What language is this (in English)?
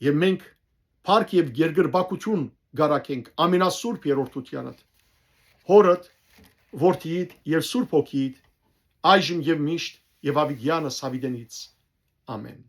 Western Armenian